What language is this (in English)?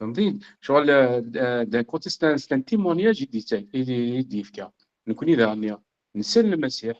Kabyle